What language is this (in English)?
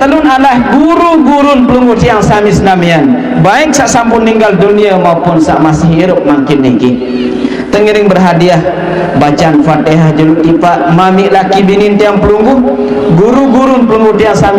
Sasak